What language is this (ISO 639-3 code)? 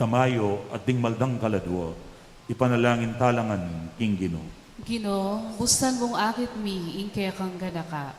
pam